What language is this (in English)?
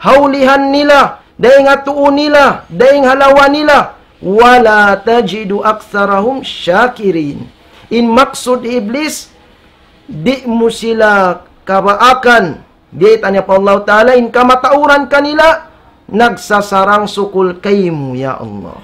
Tausug